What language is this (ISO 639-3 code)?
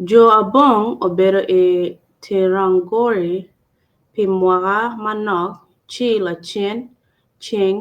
ach